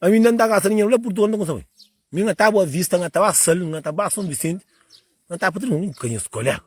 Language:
Kabuverdianu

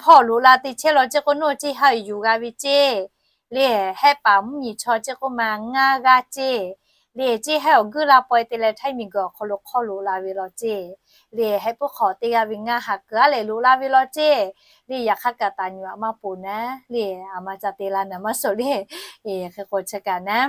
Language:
Lahu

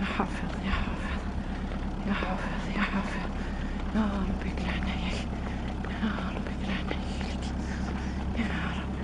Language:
Kabyle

